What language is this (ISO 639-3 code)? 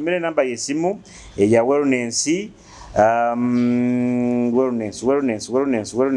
nyo